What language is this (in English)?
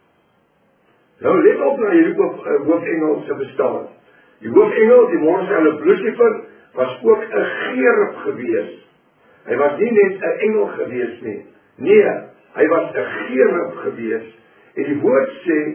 Afrikaans